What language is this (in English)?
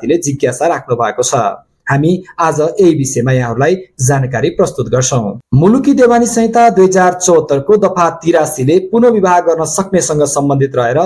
Nepali